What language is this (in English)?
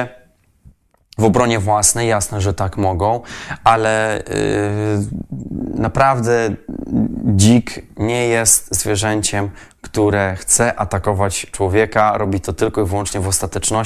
Polish